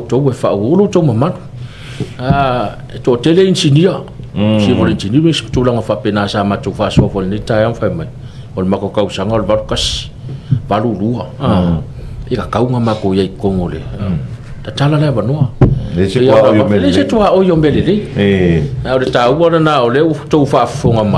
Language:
Samoan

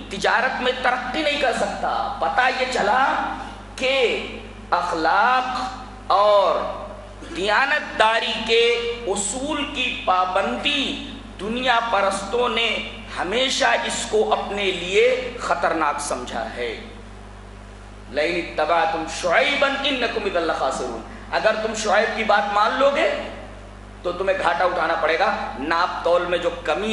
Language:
Urdu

